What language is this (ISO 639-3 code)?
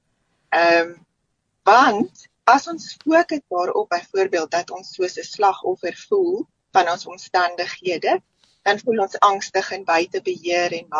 afr